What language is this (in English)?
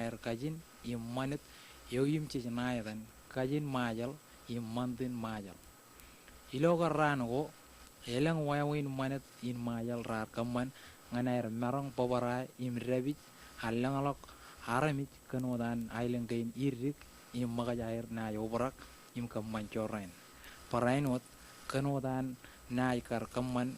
Marshallese